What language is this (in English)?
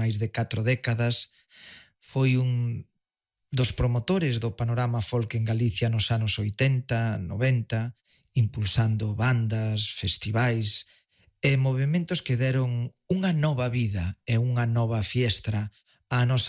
Galician